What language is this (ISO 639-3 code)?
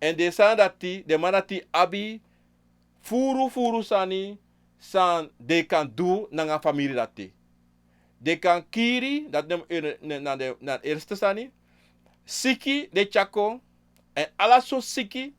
srn